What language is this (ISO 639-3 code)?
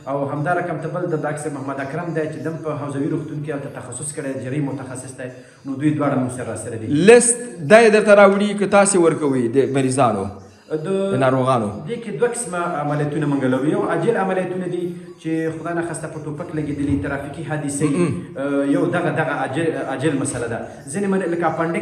pus